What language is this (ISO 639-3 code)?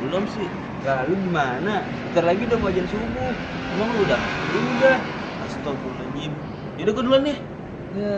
bew